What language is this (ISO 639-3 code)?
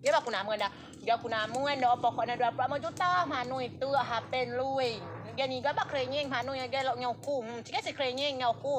rej